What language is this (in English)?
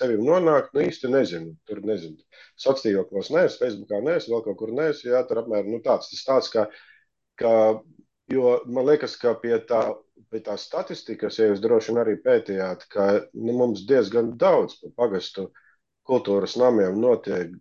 Latvian